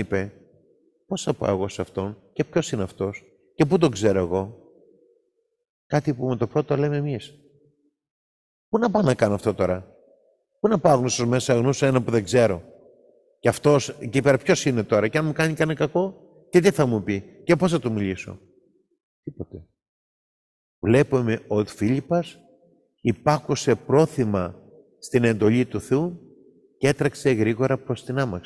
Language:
Greek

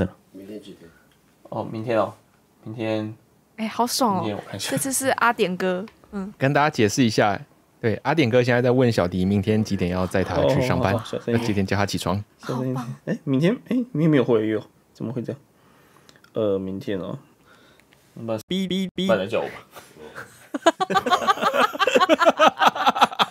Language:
Chinese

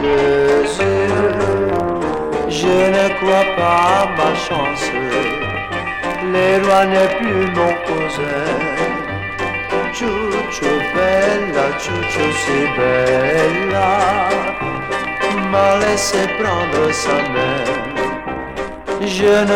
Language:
French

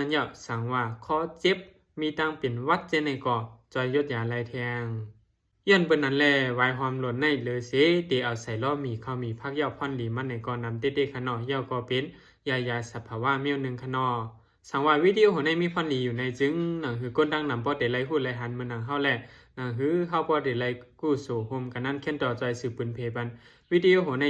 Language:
Shan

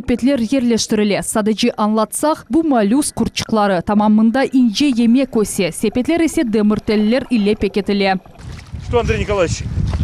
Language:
Crimean Tatar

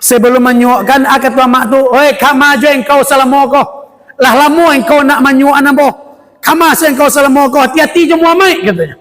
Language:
Minangkabau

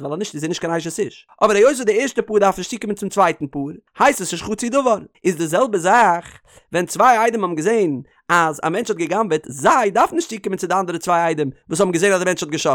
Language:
Yiddish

